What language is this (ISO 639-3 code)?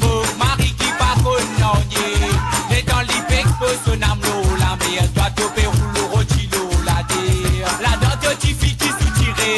mfe